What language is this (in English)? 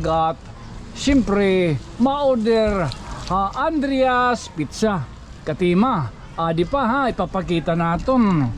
Waray